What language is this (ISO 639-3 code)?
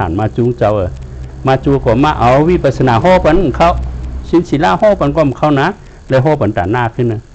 shn